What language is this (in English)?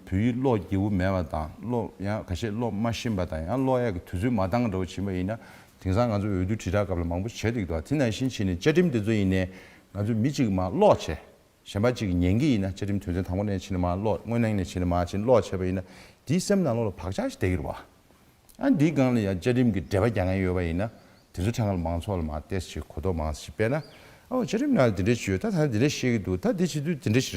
Tibetan